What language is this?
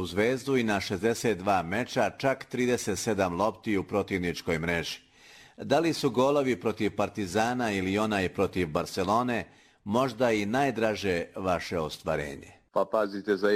Serbian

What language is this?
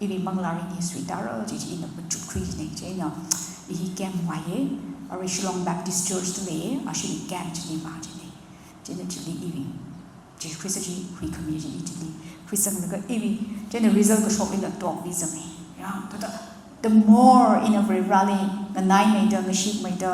Tangkhul Naga (India)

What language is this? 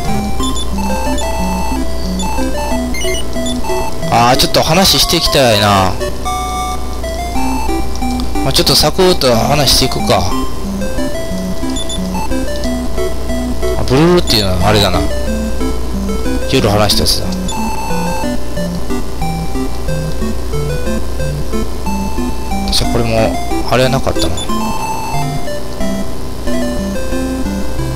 Japanese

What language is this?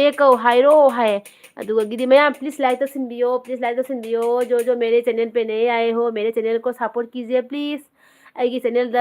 Manipuri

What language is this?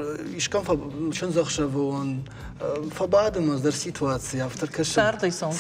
Ossetic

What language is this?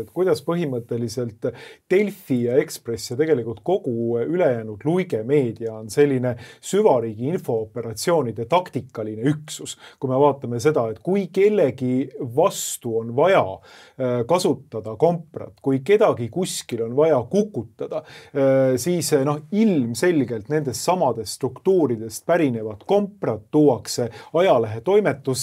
Estonian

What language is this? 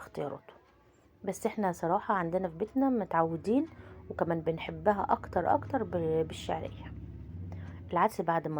Egyptian Arabic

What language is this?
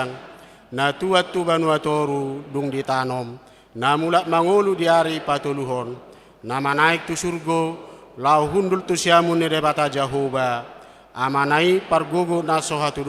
Batak Toba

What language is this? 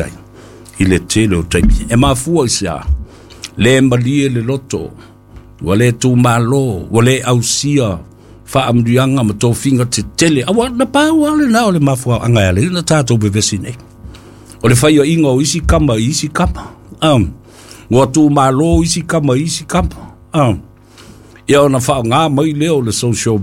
Samoan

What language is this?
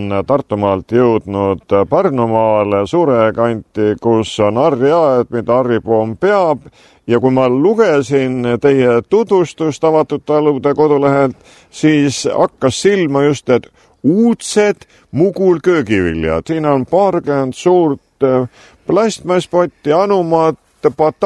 Estonian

